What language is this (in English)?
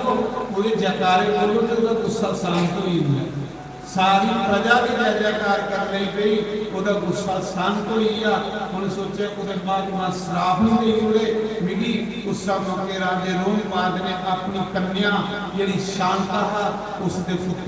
Dogri